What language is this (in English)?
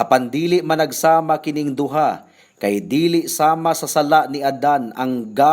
Cebuano